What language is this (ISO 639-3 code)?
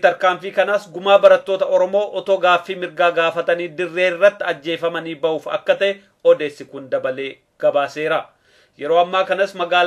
orm